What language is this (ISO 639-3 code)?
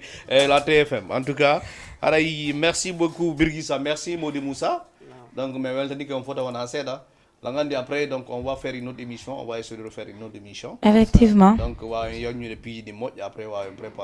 ful